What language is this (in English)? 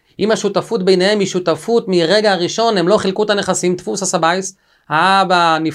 Hebrew